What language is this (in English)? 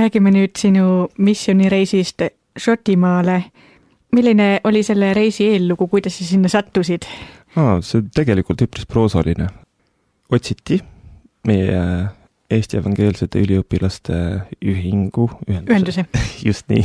Estonian